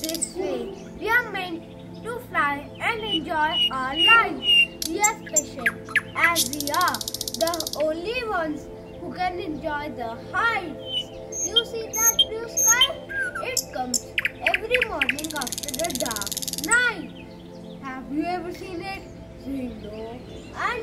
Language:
English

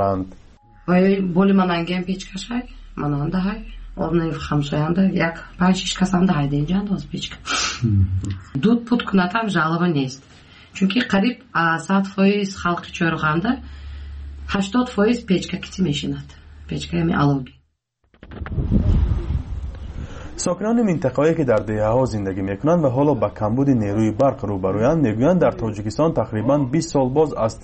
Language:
Persian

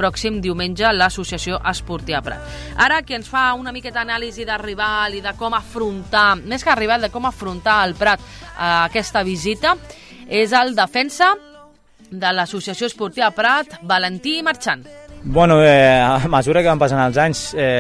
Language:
Catalan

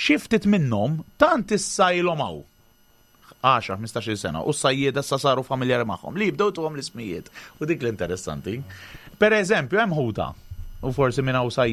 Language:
Maltese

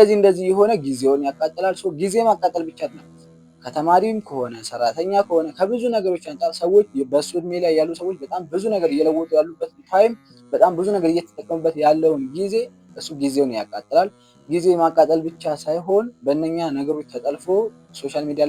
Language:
Amharic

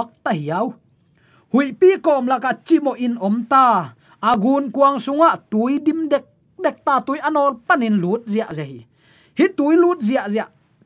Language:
Tedim Chin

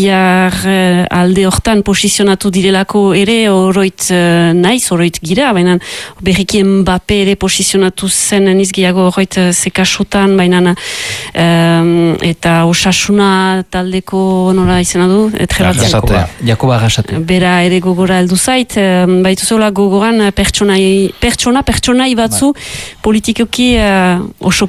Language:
Basque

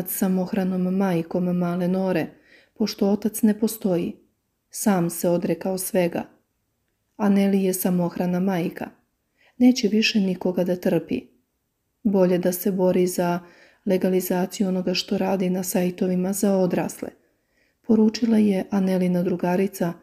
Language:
Serbian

